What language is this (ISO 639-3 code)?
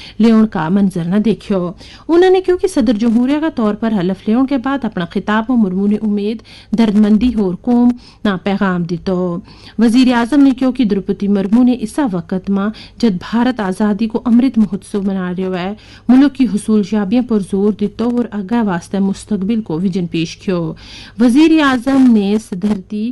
gju